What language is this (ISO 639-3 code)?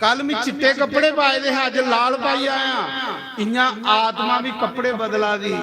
doi